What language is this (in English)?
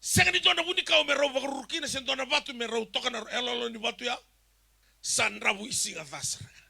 Fijian